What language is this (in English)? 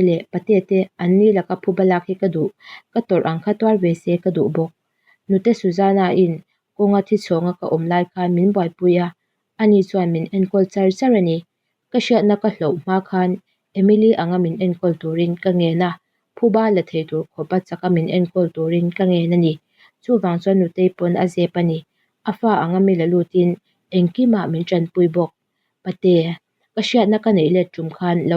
Mizo